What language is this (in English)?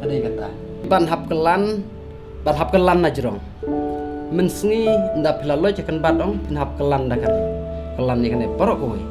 Khasi